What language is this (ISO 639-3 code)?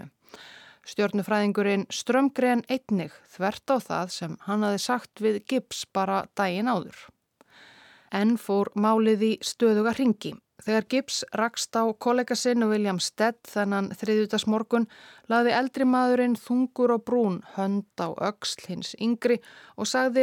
isl